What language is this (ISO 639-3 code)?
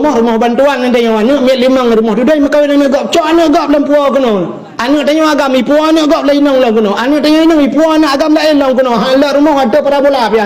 ace